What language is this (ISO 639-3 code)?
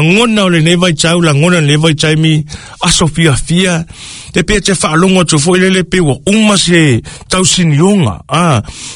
smo